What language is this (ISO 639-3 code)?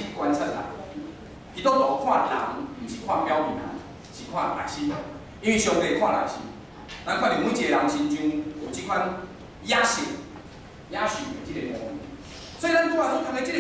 nan